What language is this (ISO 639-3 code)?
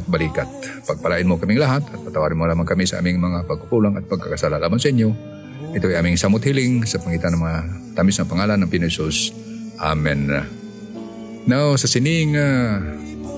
fil